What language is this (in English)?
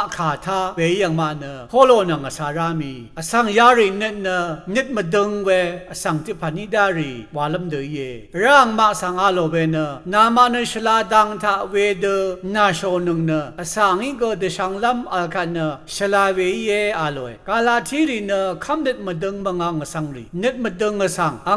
Rawang